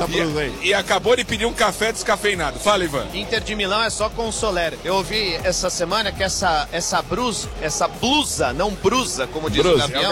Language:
Portuguese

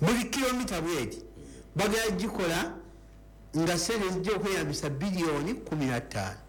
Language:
Ganda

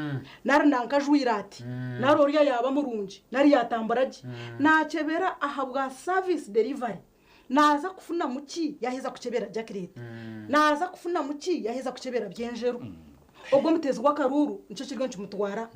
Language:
Nyankole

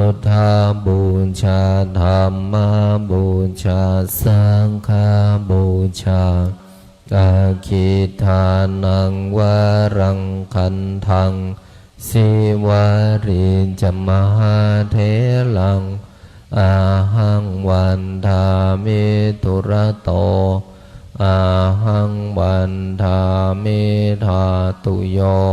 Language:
Pali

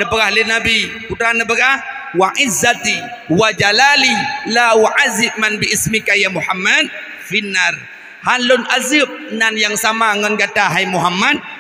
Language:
Achinese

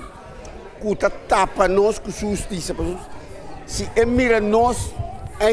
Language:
Papiamento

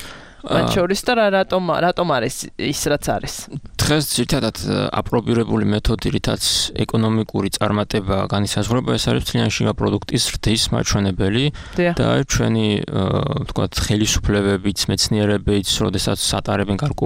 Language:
Georgian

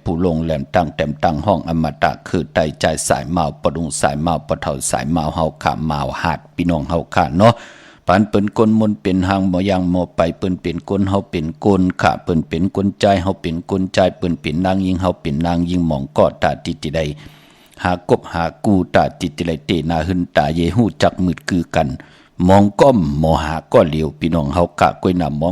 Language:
Shan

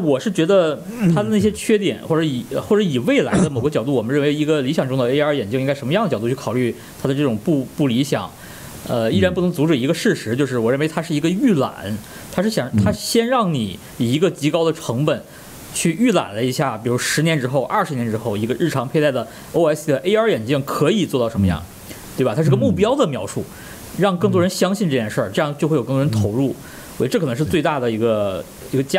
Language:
Chinese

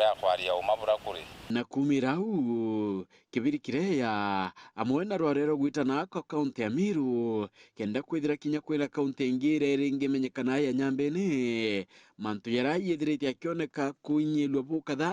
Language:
Meru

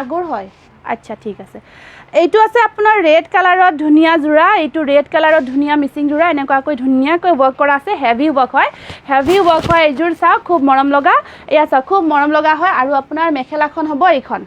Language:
Assamese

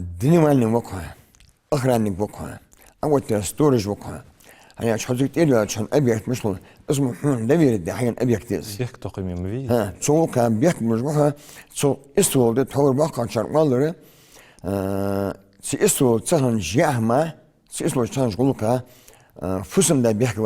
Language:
Ingush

